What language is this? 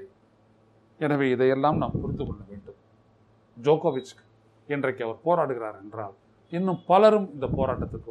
Tamil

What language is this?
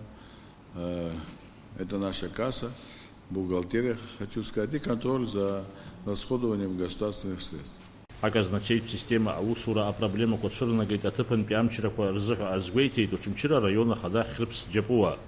Abkhazian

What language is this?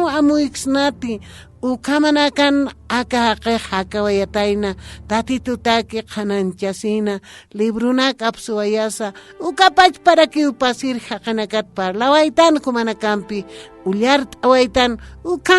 Aymara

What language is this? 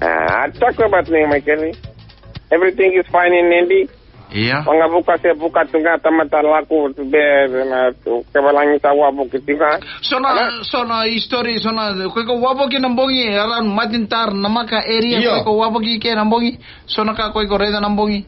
Fijian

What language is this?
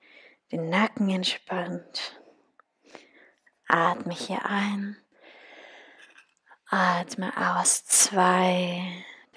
German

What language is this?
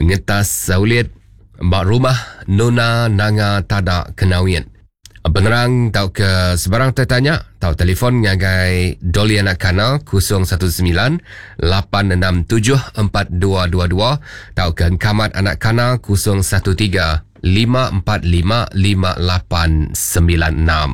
Iban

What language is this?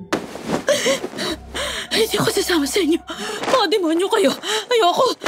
Filipino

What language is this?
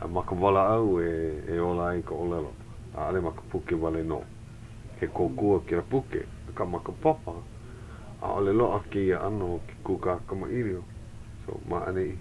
Hawaiian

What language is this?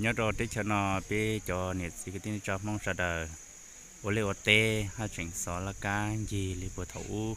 Hmong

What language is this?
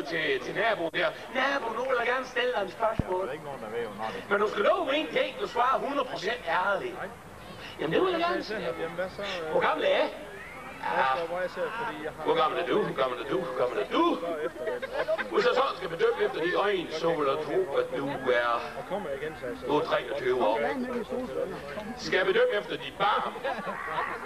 Danish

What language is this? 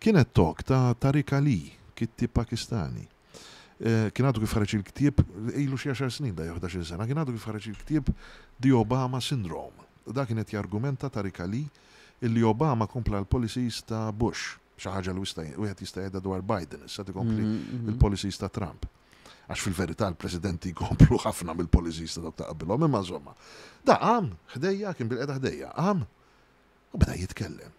Maltese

